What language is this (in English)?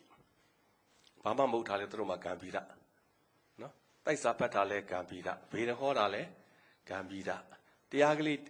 Burmese